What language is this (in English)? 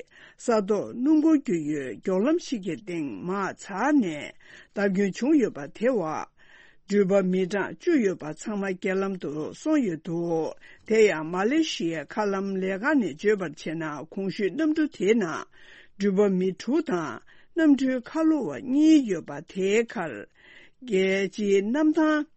Tibetan